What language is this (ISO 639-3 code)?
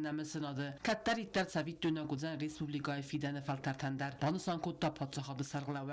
oss